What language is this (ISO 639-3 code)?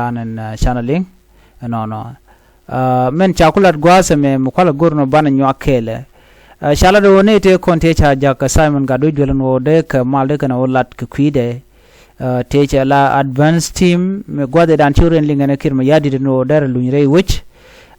nus